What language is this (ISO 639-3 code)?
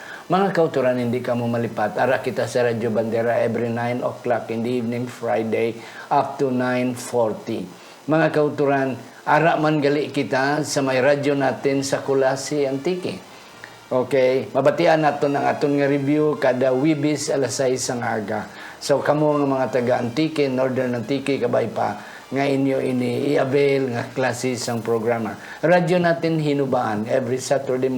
hil